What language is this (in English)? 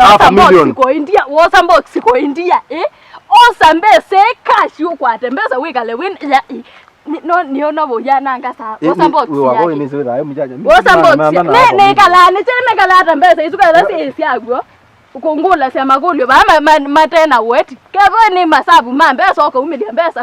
Kamba